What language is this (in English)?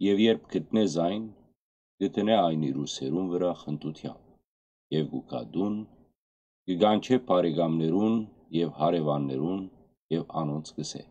Western Armenian